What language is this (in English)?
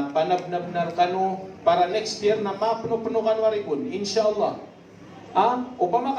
Maranao